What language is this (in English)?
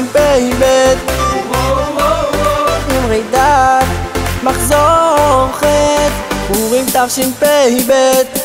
Hebrew